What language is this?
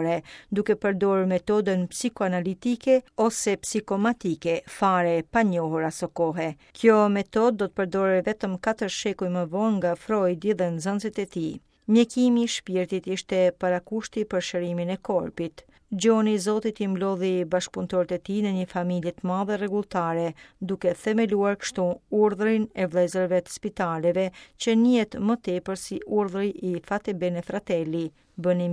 Albanian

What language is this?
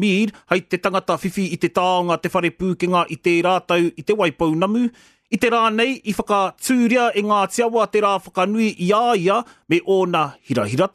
Māori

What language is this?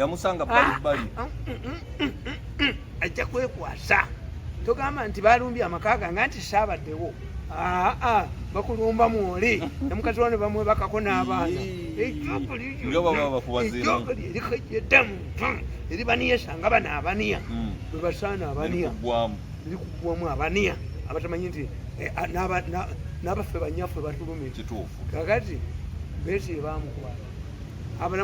Ganda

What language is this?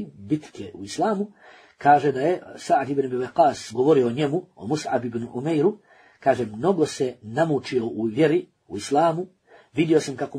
Bosnian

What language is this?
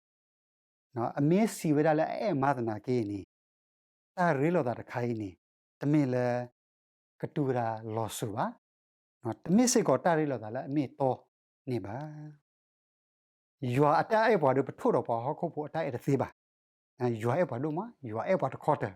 S'gaw Karen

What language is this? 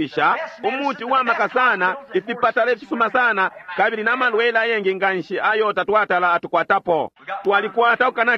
Bemba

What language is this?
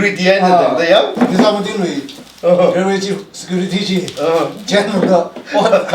Tangkhul Naga (India)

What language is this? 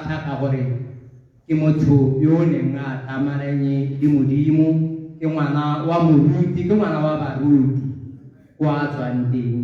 Tswana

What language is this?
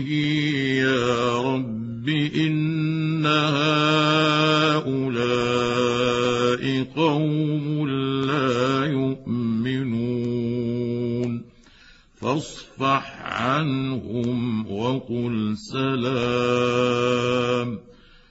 Arabic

